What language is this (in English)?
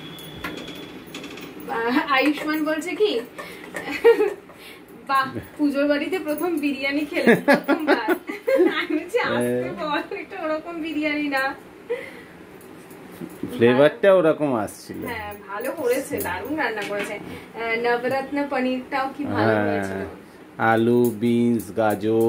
Bangla